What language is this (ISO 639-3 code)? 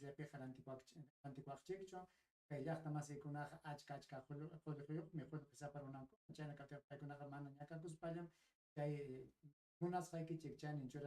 quy